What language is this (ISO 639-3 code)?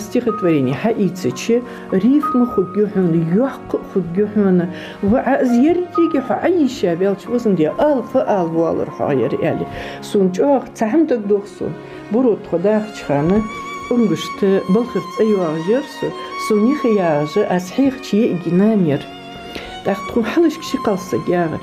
inh